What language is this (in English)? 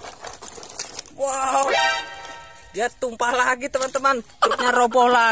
Indonesian